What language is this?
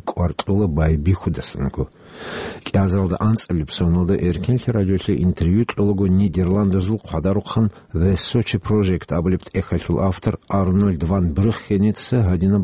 Avaric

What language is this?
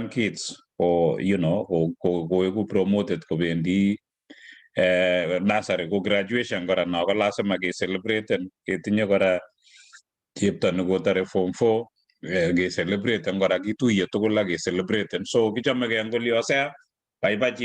Kalenjin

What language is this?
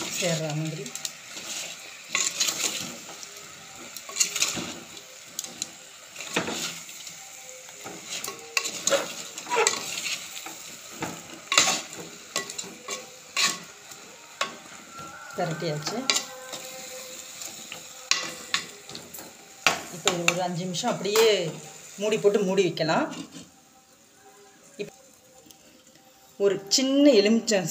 Tamil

